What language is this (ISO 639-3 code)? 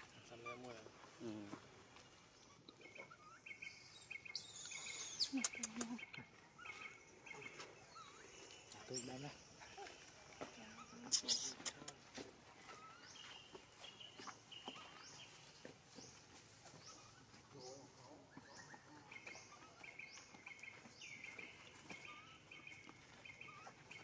vie